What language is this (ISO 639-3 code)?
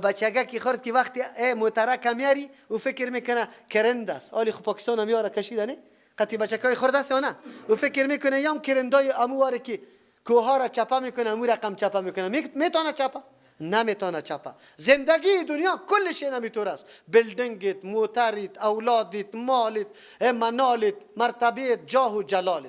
fas